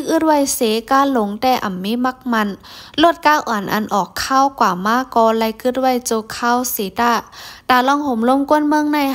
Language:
Shan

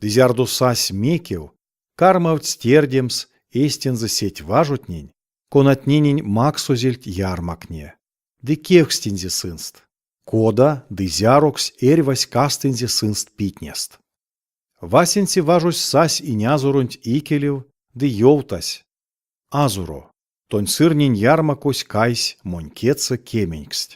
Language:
Erzya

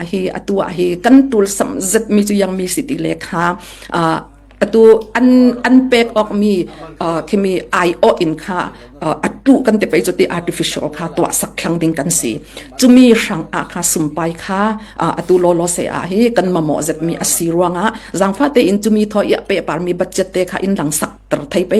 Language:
Falam Chin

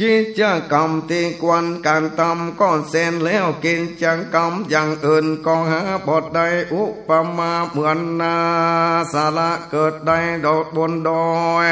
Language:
Northern Thai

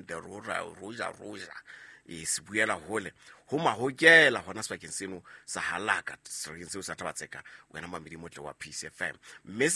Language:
Southern Sotho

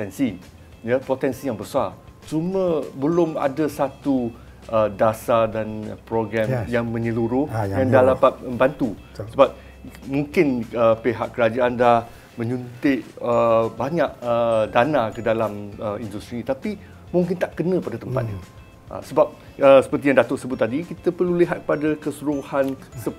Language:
Malay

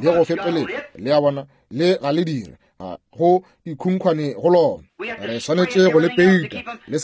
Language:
Northern Sotho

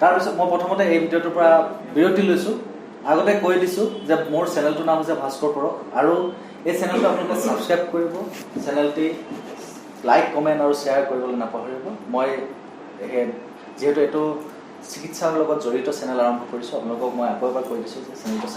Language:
Assamese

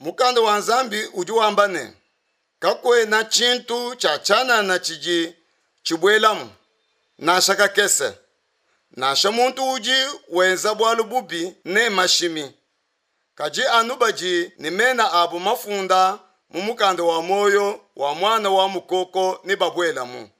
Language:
Luba-Lulua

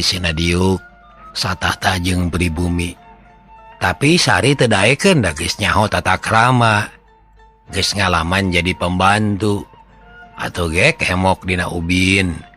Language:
Sundanese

